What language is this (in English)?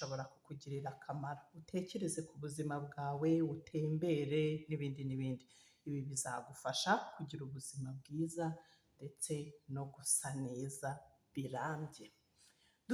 Kinyarwanda